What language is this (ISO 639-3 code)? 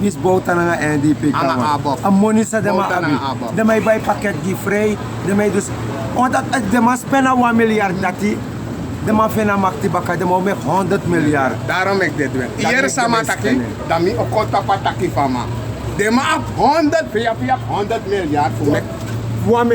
srn